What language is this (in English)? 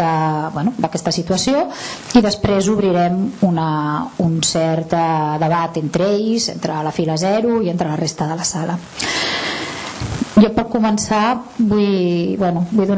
Catalan